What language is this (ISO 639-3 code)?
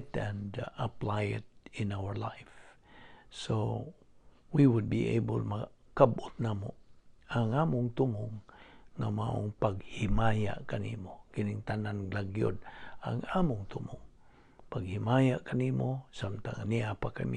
ceb